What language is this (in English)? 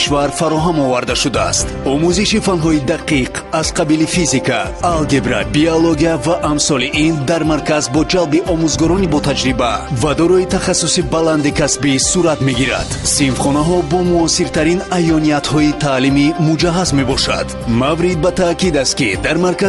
Tajik